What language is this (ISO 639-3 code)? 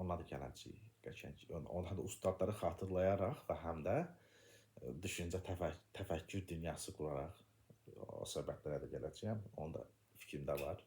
aze